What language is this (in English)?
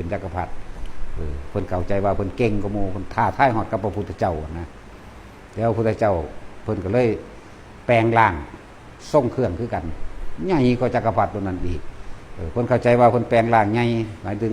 Northeastern Thai